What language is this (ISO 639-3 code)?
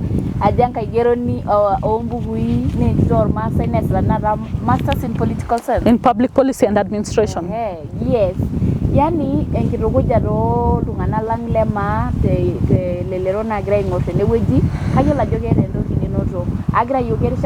mas